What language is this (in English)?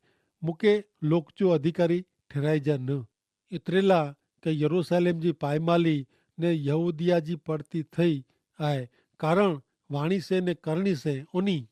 Kachhi